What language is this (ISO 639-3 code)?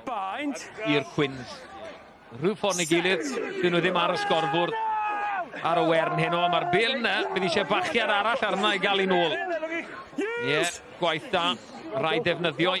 cym